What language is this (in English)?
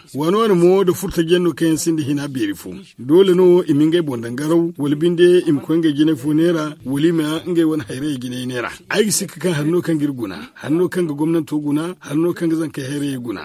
Zarma